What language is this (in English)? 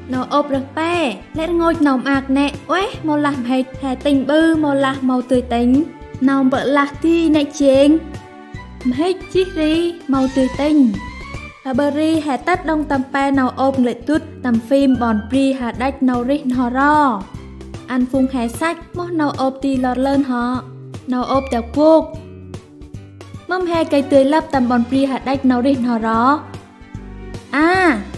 Central Mnong